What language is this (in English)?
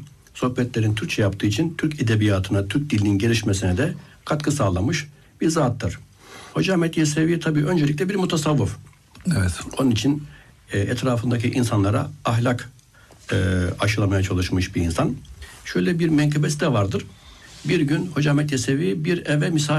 Turkish